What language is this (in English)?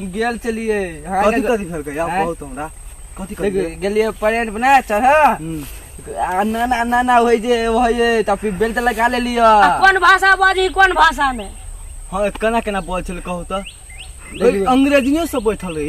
Maithili